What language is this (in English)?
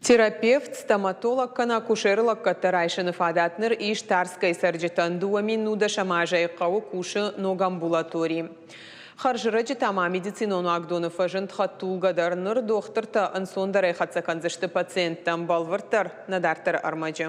Ossetic